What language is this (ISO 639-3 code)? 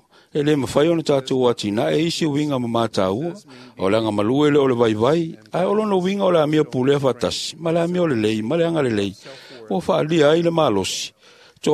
smo